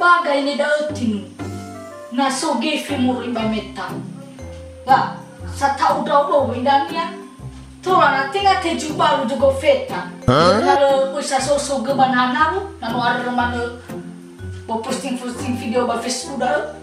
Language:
Nias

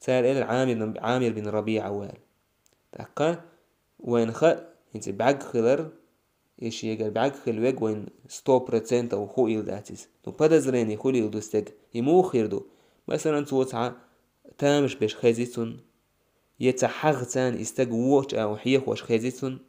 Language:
Chechen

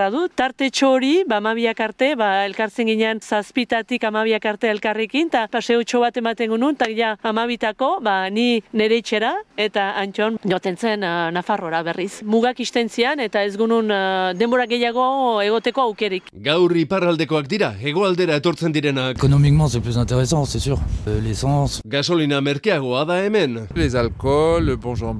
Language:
Basque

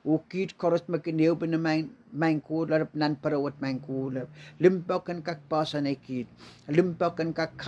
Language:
Pohnpeian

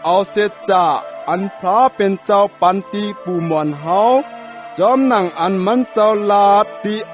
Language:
Shan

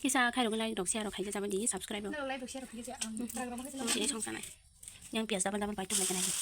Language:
Kok Borok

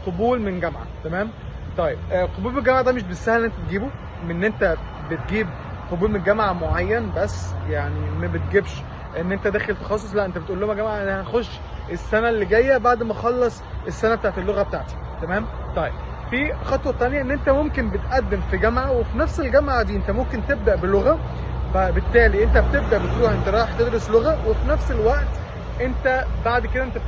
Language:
Egyptian Arabic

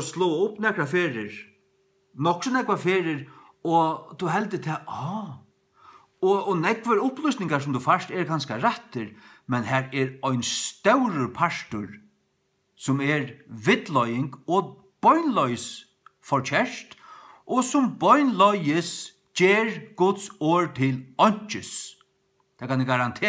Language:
Faroese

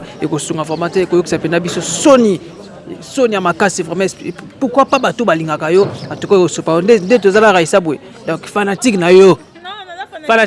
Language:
Lingala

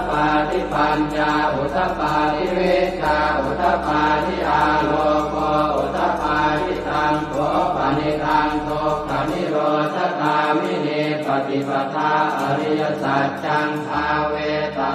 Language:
Pali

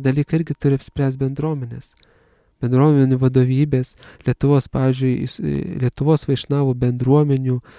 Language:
Lithuanian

